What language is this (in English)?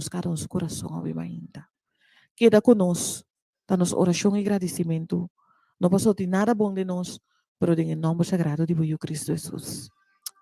Papiamento